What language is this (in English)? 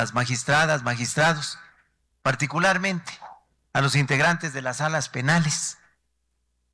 Spanish